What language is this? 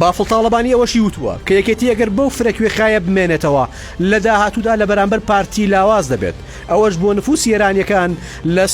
Central Kurdish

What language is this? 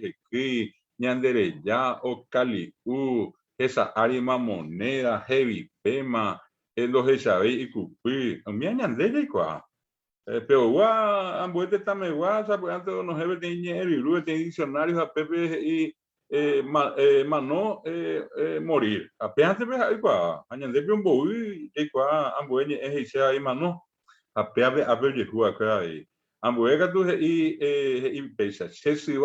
Guarani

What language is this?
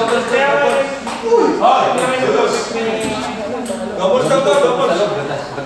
Filipino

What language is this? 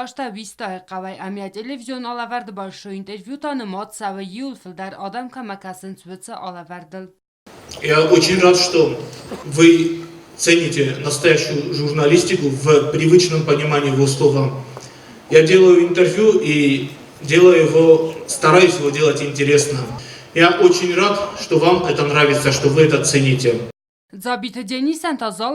Ossetic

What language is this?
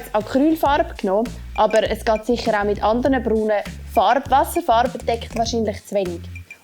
Swiss German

